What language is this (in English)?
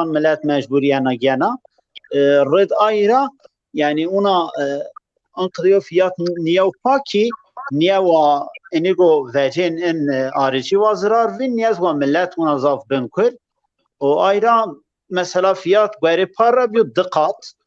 Zaza